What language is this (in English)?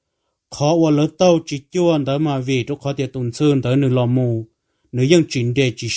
Hmong